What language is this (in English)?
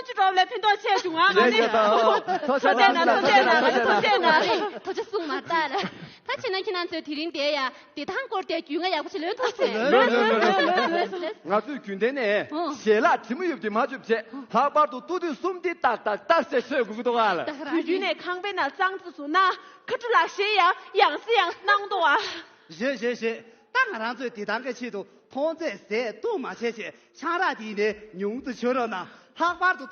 Tibetan